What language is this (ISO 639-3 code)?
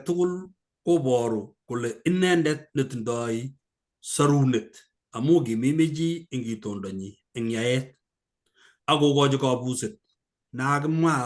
kln